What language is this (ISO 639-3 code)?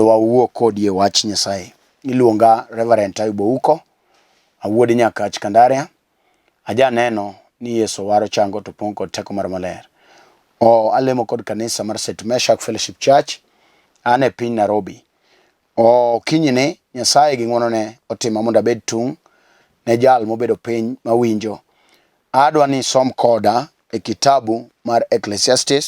luo